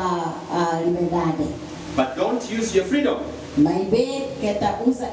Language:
Tetum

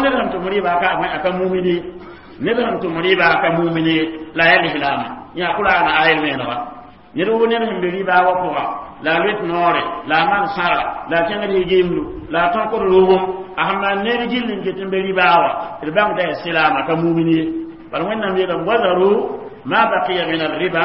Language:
Mossi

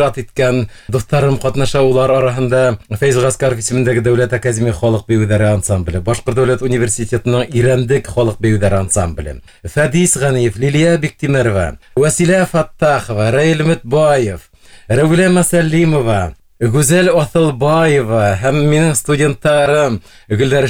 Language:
Bashkir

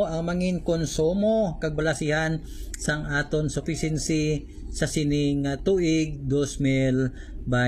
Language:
Hiligaynon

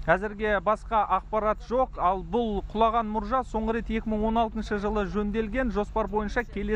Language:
Kazakh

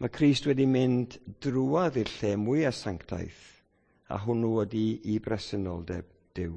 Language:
Welsh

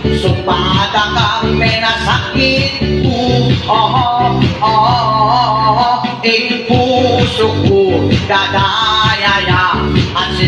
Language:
Pampanga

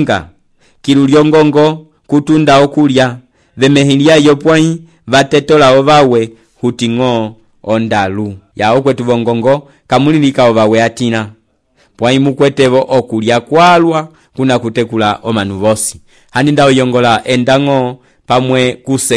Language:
Umbundu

